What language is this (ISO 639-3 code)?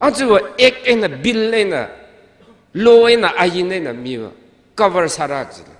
nmf